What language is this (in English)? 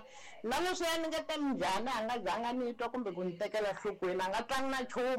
Tsonga